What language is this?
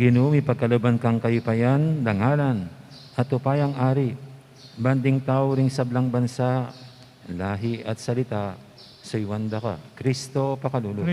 Pampanga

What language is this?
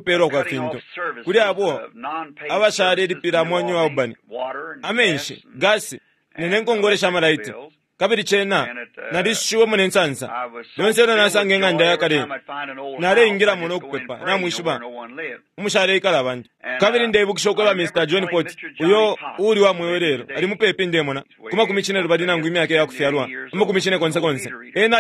Bemba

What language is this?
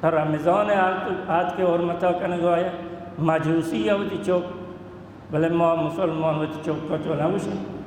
Baluchi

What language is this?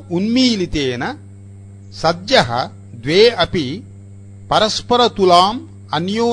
Sanskrit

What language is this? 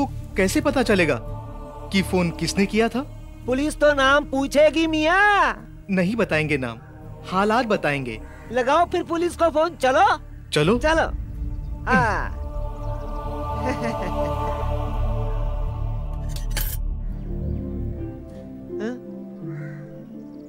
Hindi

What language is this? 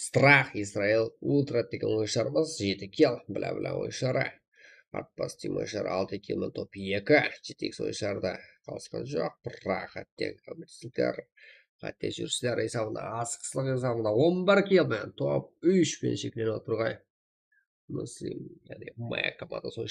Kara-Kalpak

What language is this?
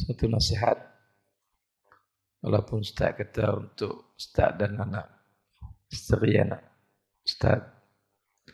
Malay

